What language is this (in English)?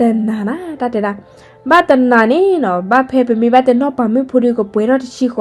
S'gaw Karen